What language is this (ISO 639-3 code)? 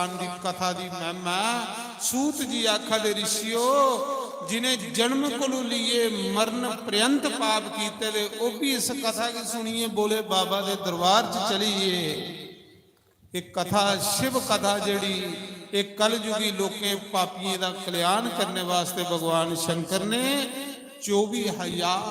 doi